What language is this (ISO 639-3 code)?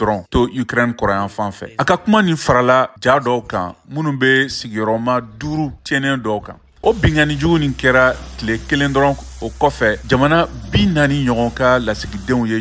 bam